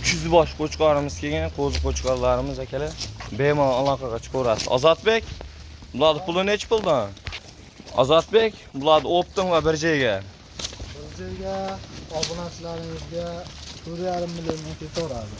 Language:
Uzbek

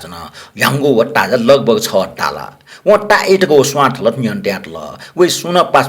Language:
Newari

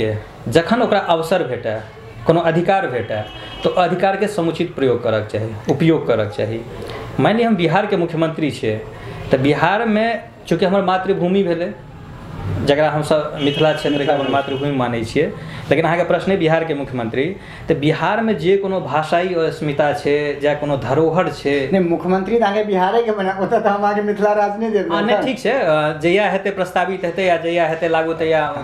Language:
Maithili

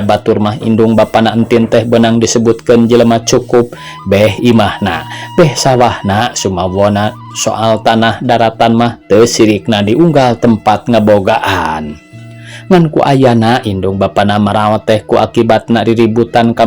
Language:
Sundanese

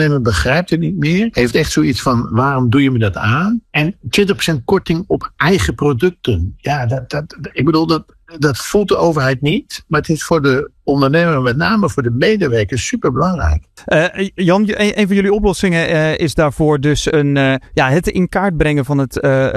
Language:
Dutch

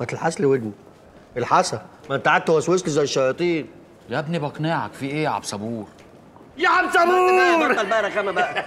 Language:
Egyptian Arabic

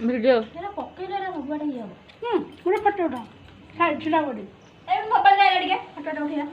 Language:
Santali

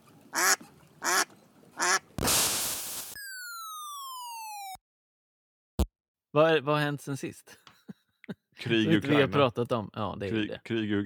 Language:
Swedish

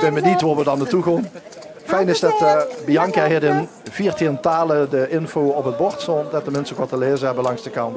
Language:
Limburgish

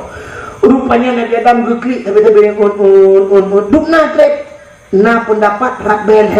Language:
Achinese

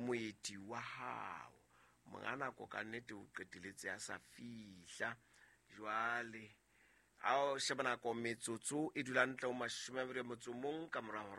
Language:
Southern Sotho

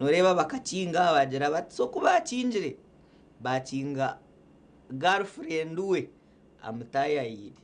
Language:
Nyankole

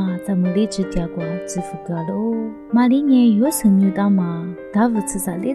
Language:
Lisu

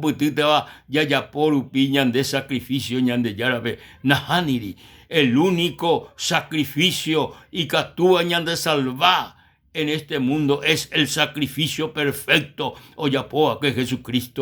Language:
Guarani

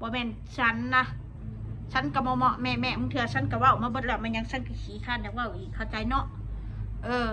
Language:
Northeastern Thai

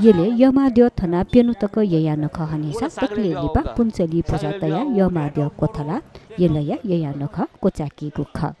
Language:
Newari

